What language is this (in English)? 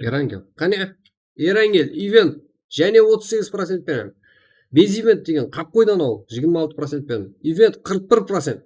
Kara-Kalpak